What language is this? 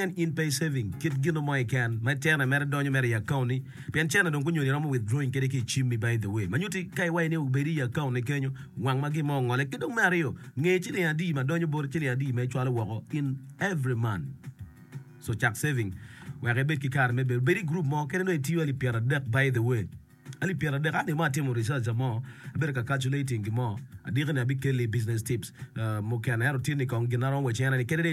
Acoli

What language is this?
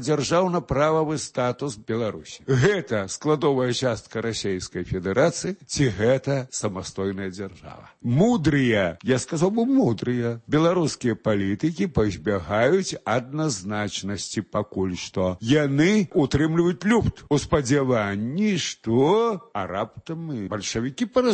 Belarusian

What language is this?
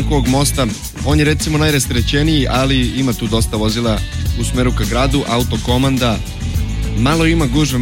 Serbian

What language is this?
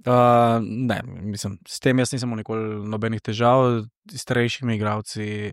Slovenian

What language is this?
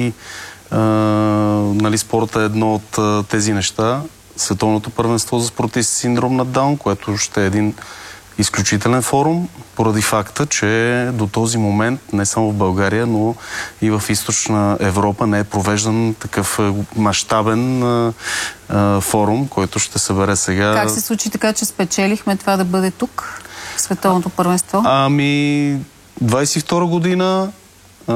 Bulgarian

